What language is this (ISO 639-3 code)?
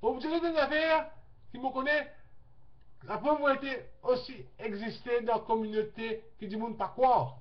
mfe